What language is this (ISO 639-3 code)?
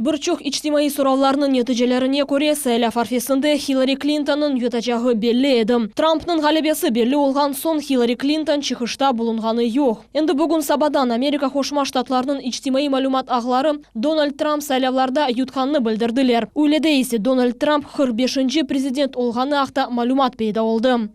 crh